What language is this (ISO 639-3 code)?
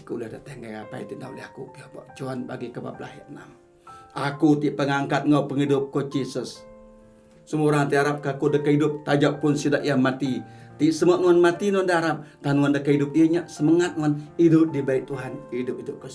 iba